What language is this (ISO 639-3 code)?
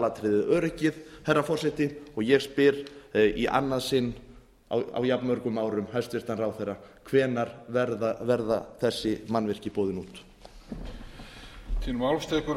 isl